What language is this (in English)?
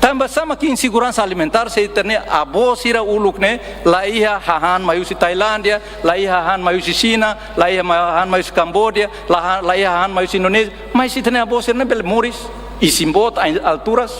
Tetum